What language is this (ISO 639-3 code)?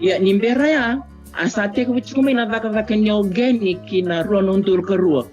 fij